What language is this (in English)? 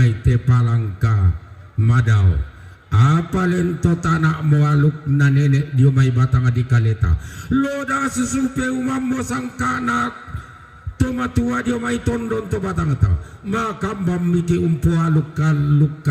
Toraja-Sa'dan